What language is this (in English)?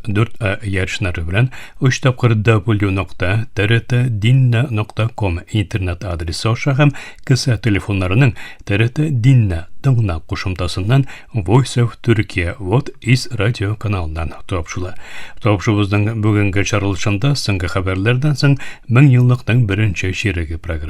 Tatar